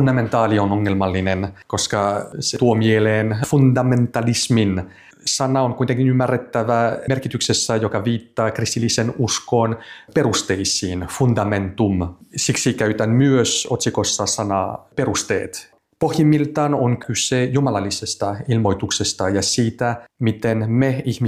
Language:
Finnish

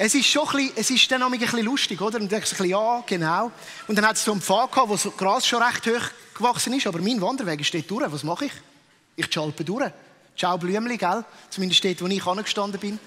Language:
Swiss German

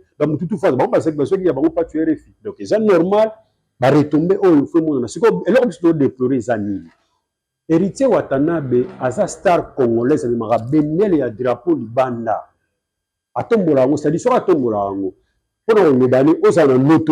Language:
Lingala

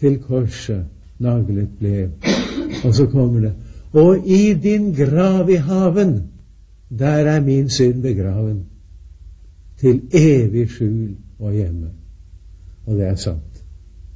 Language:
Norwegian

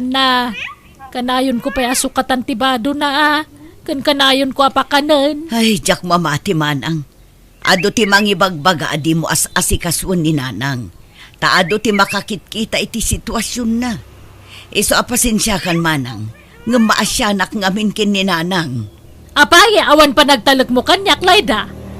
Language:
Iloko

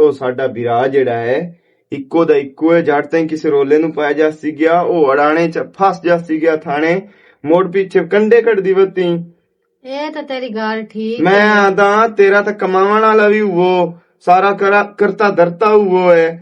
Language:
Western Panjabi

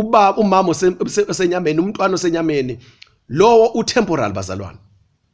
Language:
Zulu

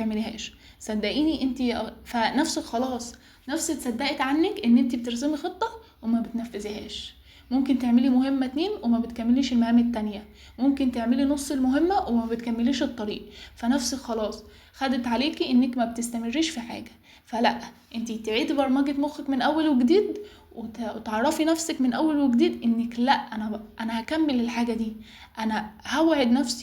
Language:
Egyptian Arabic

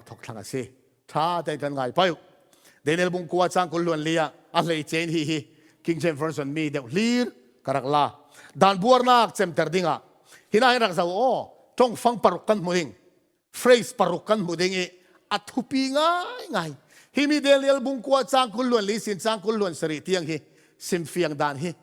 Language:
Falam Chin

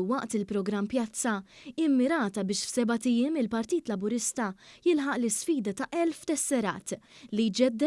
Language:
Maltese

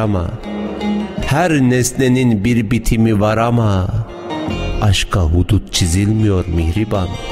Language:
Turkish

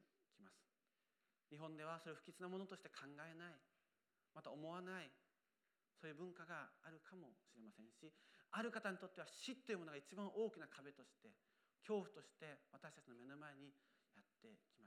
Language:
Japanese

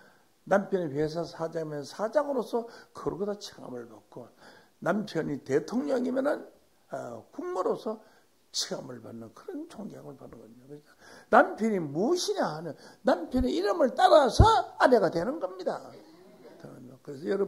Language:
Korean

